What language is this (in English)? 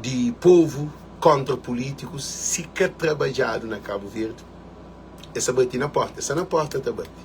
Kabuverdianu